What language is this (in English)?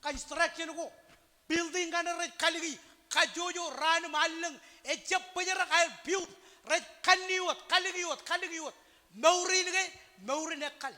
Marshallese